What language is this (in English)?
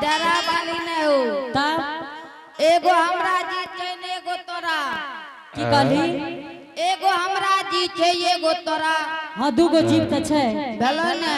Angika